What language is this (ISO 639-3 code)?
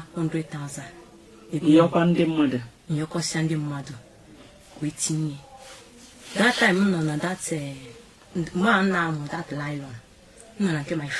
ibo